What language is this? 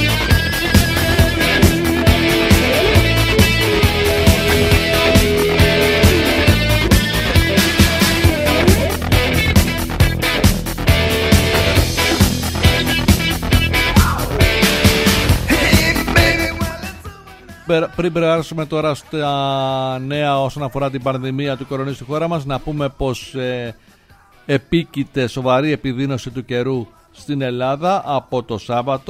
Greek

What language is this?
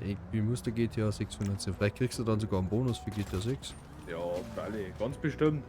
Bavarian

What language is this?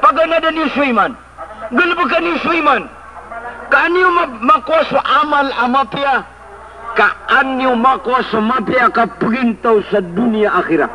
Maranao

